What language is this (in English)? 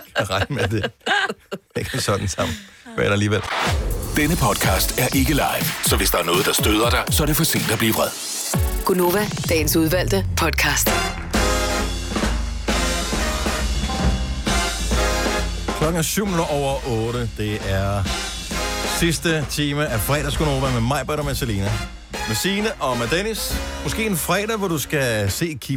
Danish